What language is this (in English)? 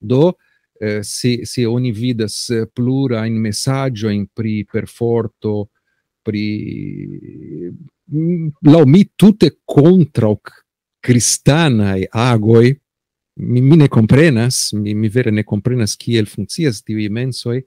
Esperanto